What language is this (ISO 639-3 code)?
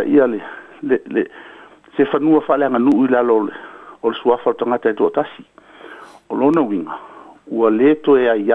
smo